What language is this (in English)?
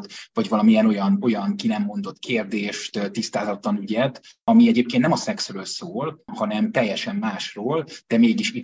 Hungarian